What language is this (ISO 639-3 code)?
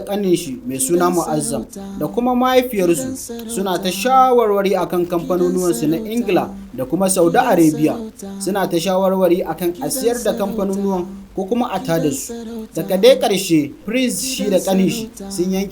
hau